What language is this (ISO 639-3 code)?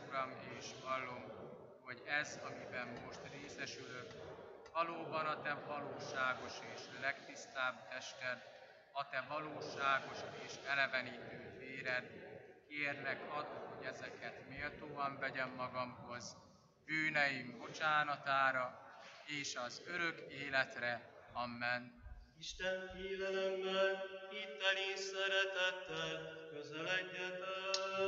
hun